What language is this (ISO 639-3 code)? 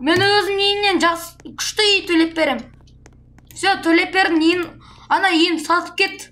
kaz